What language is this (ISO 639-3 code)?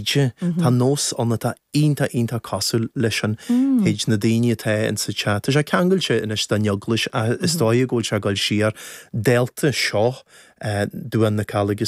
gle